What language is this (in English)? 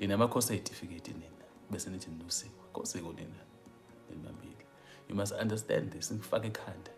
Zulu